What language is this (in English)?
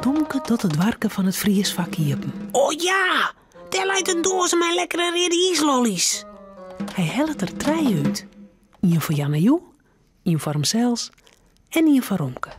Western Frisian